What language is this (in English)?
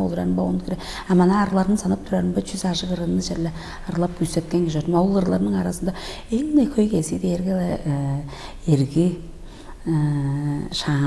Tuvinian